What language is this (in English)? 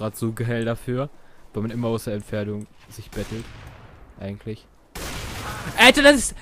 German